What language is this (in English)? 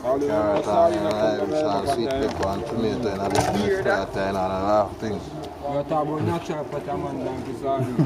Jamaican Creole English